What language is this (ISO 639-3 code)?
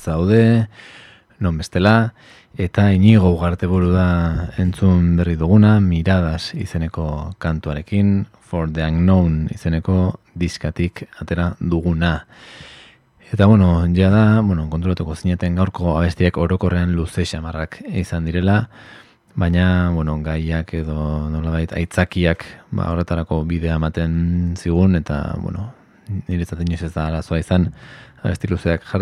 eus